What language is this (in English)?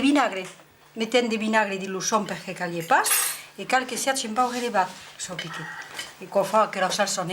Occitan